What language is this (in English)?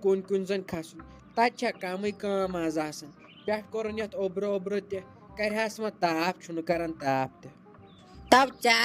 Kashmiri